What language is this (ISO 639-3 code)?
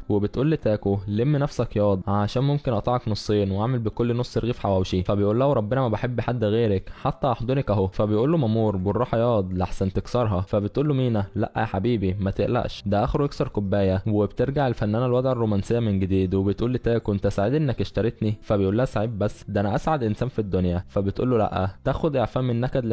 arz